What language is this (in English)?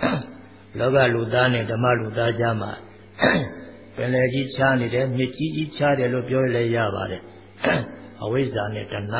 Burmese